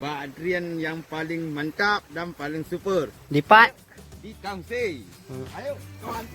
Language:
Achinese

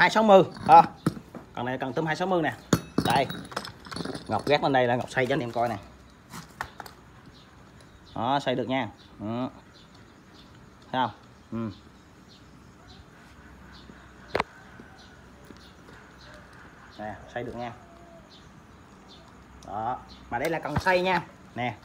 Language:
Vietnamese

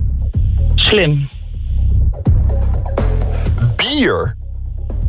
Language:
Dutch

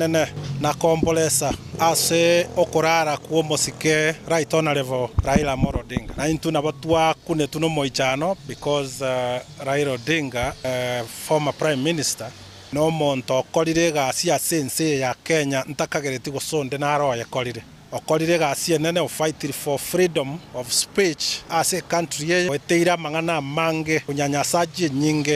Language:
Gusii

